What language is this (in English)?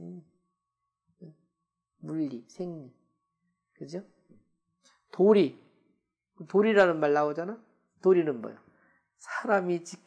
Korean